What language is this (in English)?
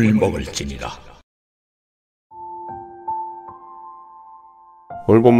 Korean